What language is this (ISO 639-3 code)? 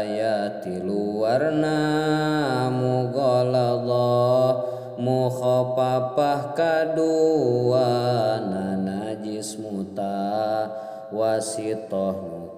sun